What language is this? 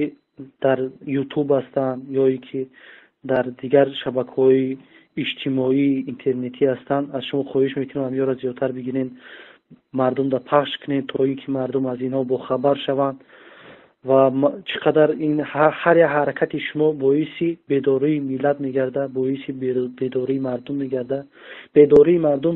Tajik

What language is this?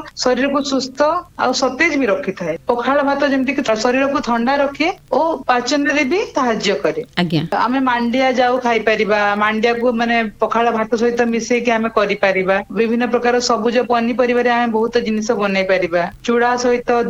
Odia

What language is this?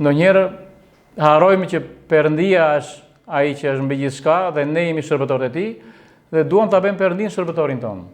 Albanian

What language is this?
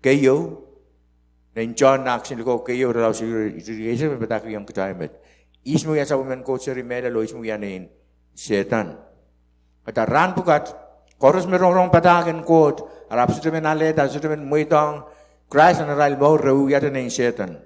Pohnpeian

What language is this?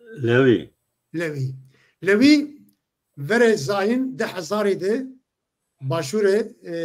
Zaza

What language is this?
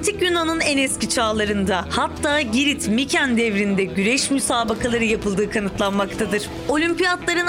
Turkish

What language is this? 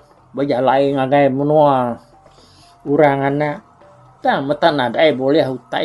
Iban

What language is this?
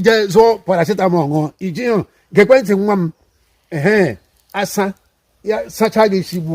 Igbo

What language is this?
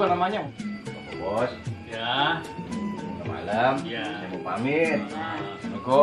Betawi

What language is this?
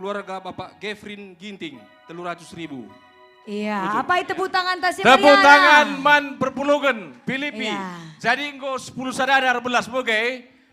Batak Karo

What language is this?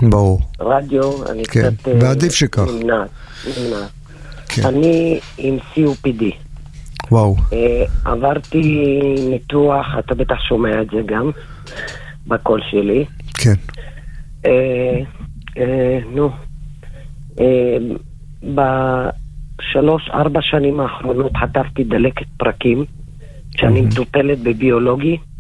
Hebrew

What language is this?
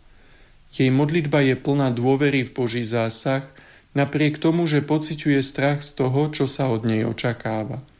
Slovak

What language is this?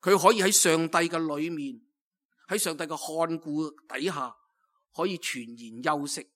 Cantonese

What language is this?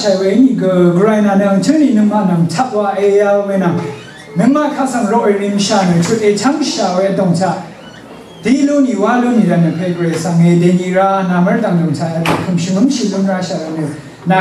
Rawang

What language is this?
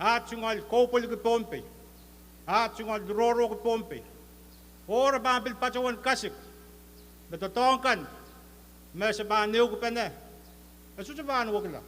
Pohnpeian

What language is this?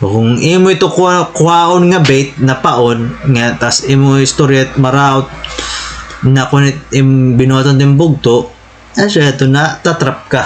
Waray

